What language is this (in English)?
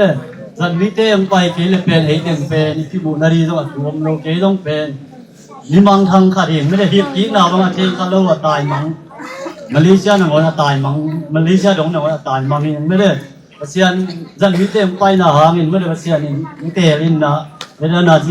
Tedim Chin